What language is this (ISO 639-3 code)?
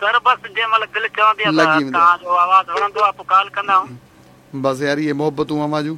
snd